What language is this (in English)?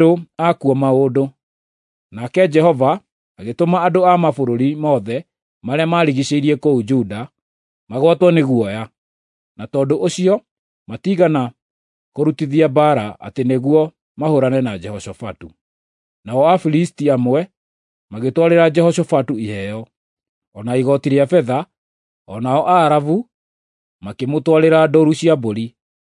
Kikuyu